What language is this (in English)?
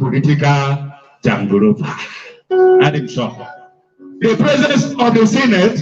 Igbo